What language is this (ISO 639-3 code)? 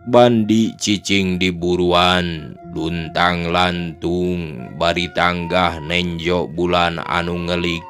sun